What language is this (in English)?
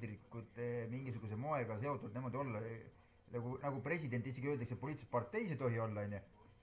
Estonian